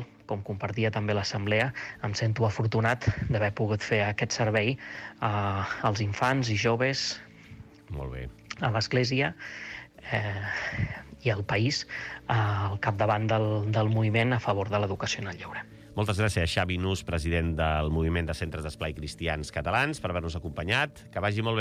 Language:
Catalan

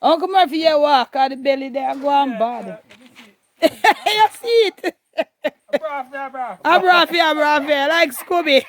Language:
Jamaican Creole English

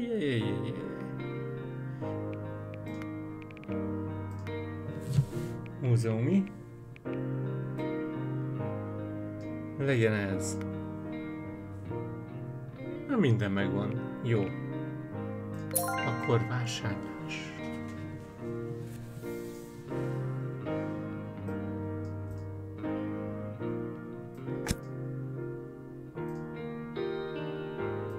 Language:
Hungarian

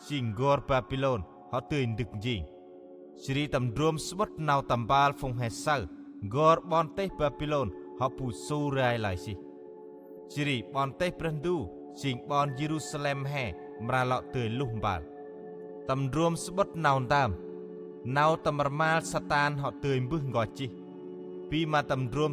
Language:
Central Mnong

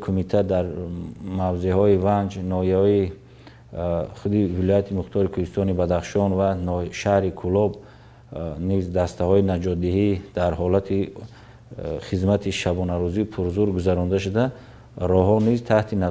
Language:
Tajik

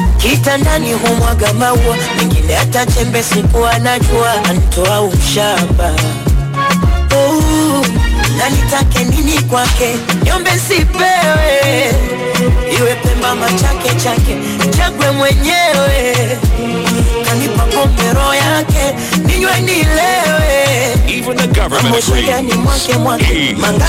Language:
Swahili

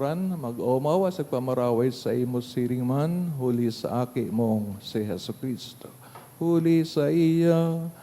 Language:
Bikol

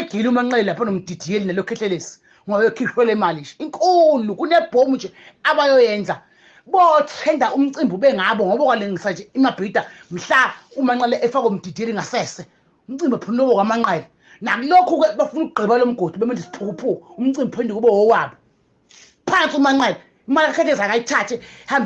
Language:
Zulu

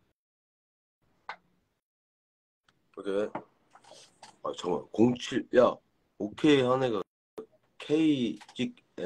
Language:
Korean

